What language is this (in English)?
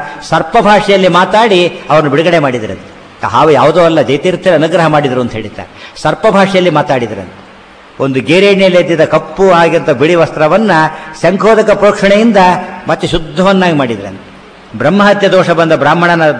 Kannada